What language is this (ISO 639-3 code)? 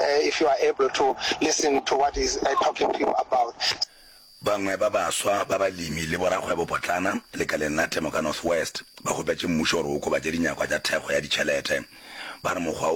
nso